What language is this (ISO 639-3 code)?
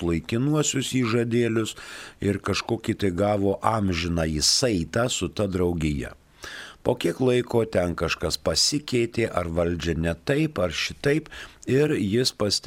lit